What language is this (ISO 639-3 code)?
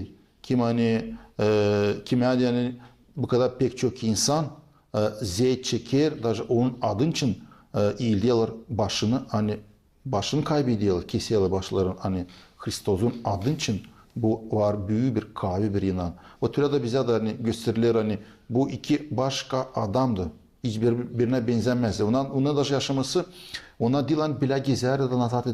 gag